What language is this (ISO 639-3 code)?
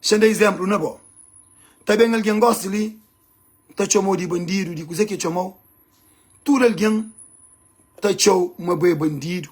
kea